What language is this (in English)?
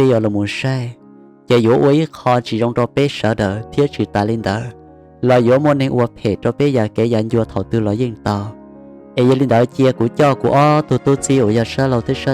Hmong